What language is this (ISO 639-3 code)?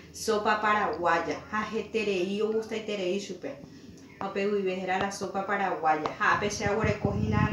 grn